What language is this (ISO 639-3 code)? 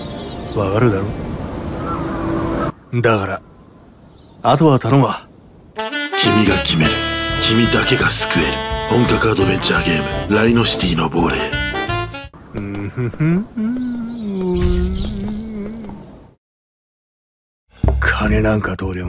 jpn